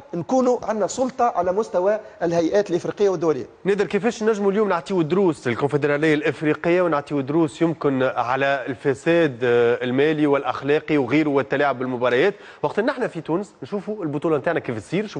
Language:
Tunisian Arabic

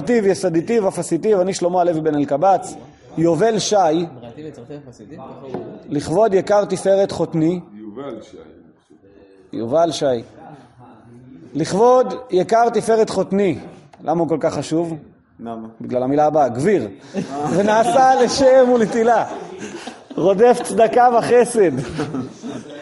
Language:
Hebrew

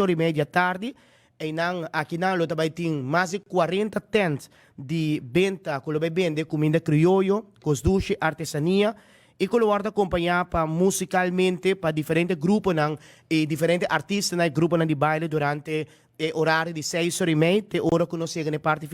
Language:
Papiamento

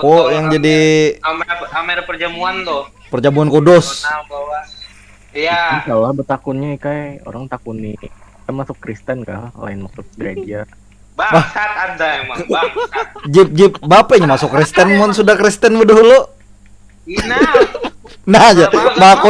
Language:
Banjar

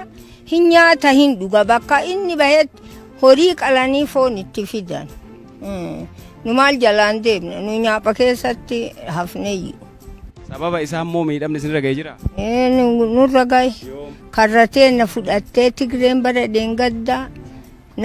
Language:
Oromo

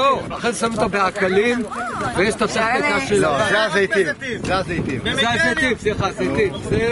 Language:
Hebrew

